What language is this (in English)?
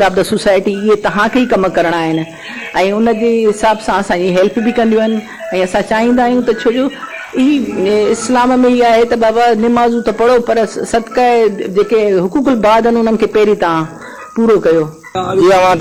Sindhi